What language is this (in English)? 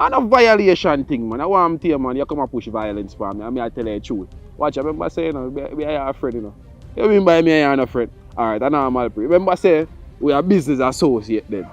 Jamaican Creole English